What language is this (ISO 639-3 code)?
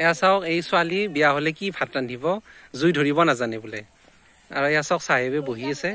asm